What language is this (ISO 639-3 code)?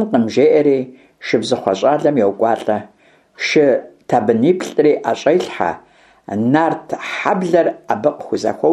kbd